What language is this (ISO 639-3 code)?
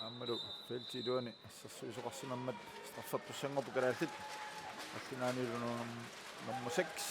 kal